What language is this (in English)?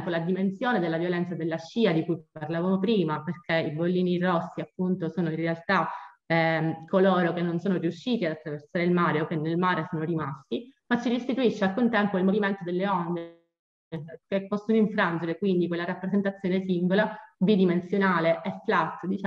Italian